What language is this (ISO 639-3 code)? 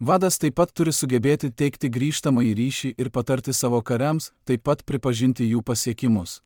lit